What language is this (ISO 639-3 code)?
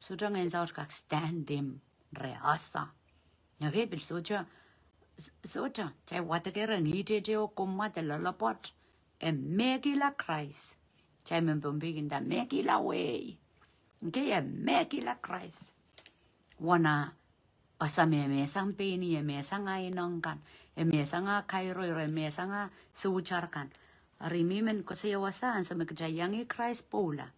pon